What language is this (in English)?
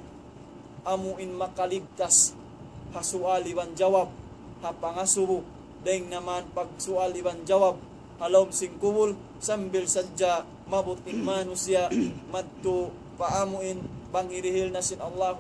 Tausug